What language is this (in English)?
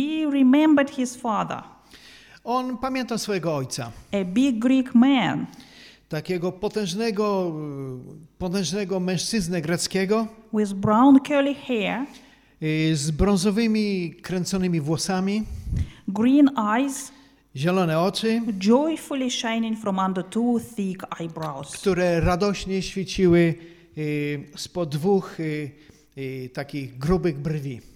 Polish